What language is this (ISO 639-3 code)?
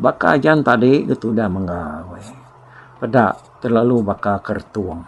iba